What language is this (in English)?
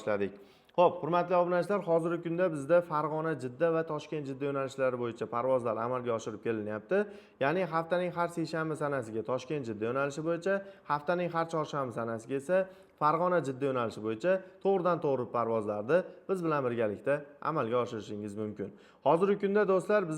Uzbek